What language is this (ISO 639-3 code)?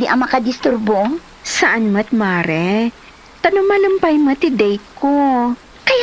ilo